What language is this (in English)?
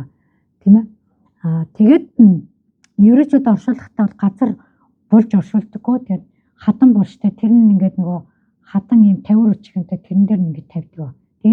Mongolian